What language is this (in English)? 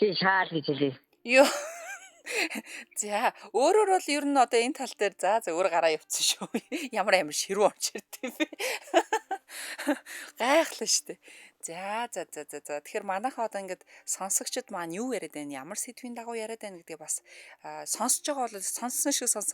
Mongolian